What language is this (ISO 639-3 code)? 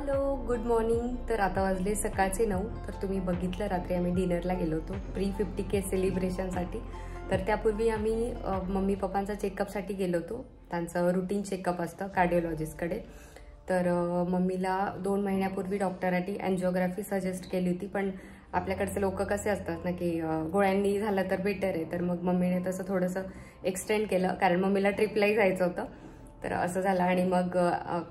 mar